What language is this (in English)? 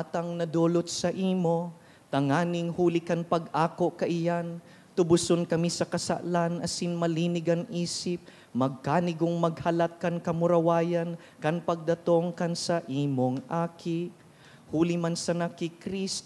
Bikol